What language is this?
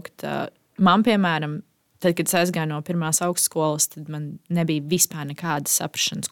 Latvian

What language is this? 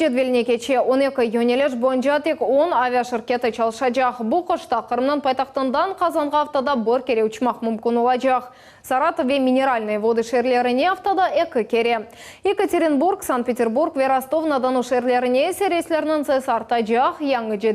Crimean Tatar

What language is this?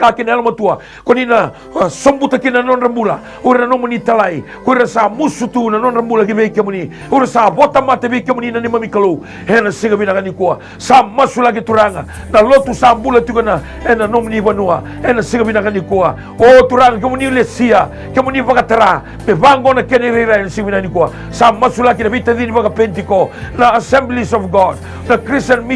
Fijian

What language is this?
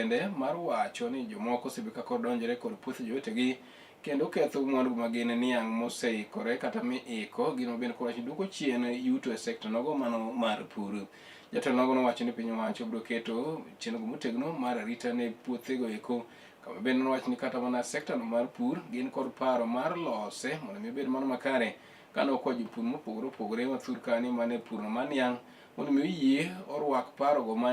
Luo (Kenya and Tanzania)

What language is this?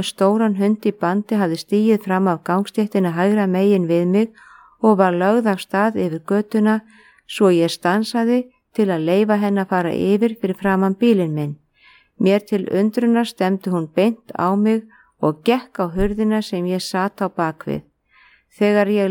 Icelandic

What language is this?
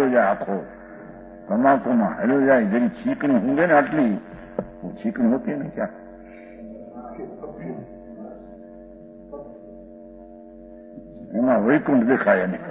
Gujarati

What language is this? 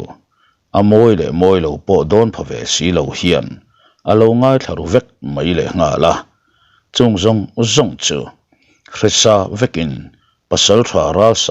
Mizo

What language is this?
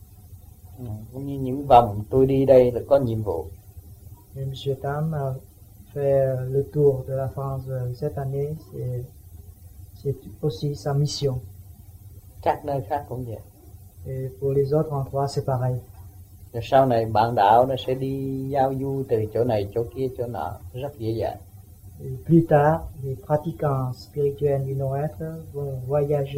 Vietnamese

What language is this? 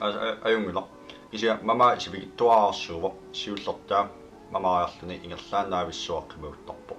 Kalaallisut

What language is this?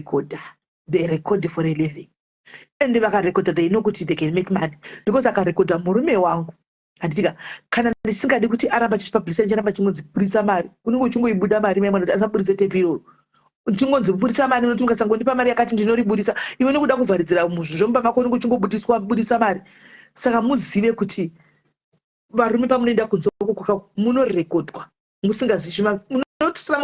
Shona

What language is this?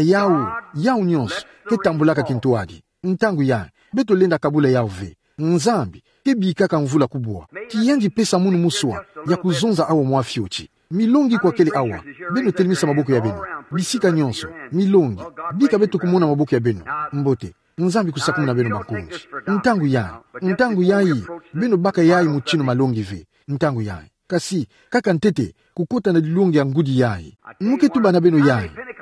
Kituba (Democratic Republic of Congo)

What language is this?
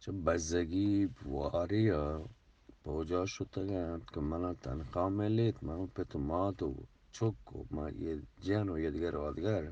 Eastern Balochi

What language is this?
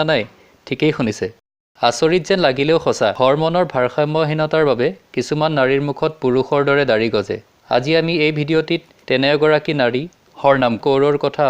Assamese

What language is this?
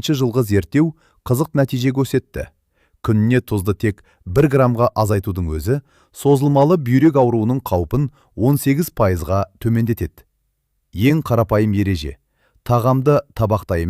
Kazakh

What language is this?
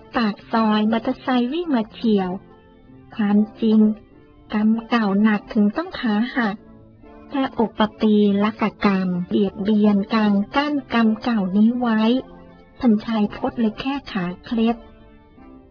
Thai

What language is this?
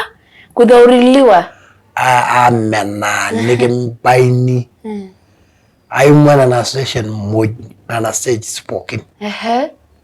Masai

